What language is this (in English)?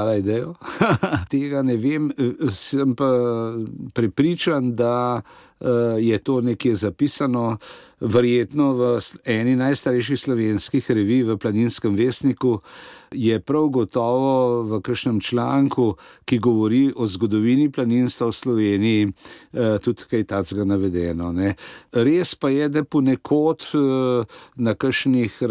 Slovenian